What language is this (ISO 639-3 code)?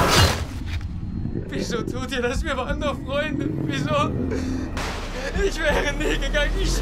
deu